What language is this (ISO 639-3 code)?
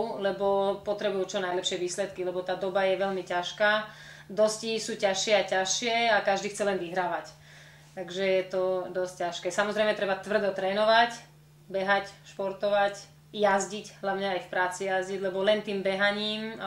slk